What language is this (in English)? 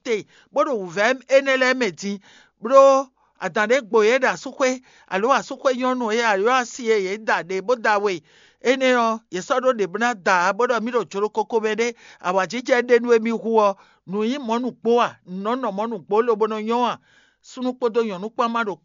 Fon